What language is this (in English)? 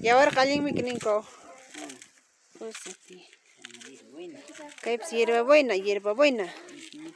Ayacucho Quechua